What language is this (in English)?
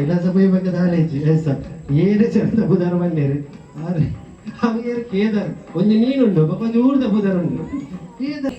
Tulu